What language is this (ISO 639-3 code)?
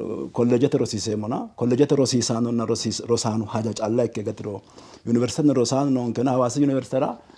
sid